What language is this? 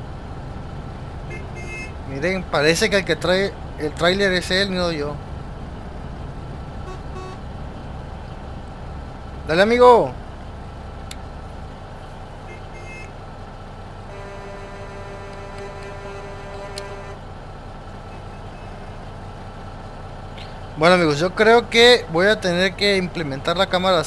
Spanish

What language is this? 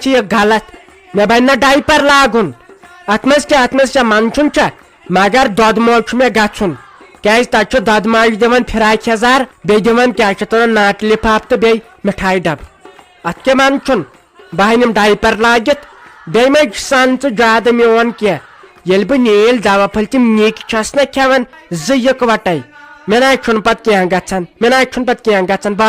Kashmiri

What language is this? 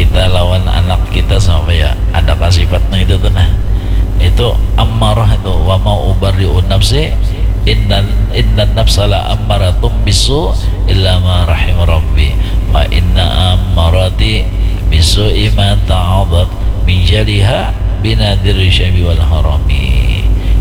Banjar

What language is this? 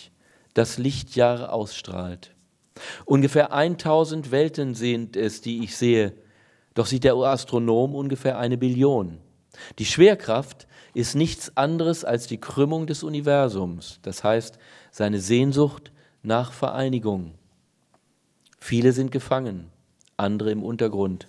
German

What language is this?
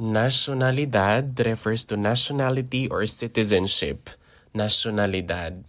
Hiligaynon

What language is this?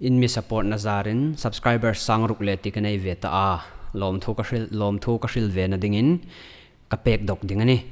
Hmar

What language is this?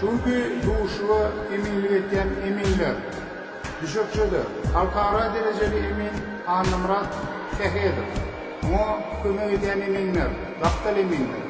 Turkmen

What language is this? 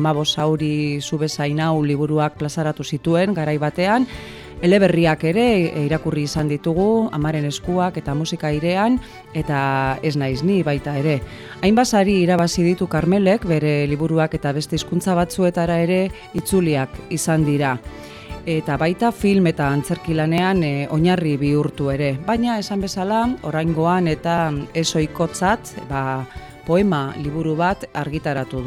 Basque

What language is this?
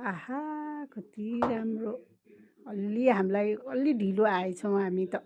Nepali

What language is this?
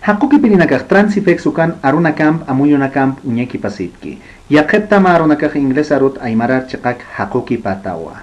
Aymara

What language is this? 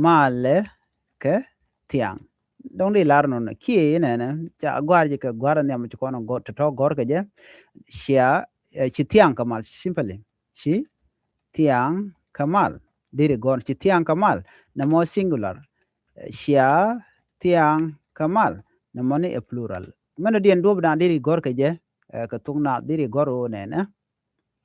Nuer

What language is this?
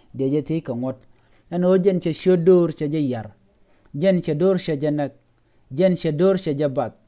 Nuer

